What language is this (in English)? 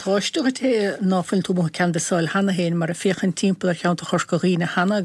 Irish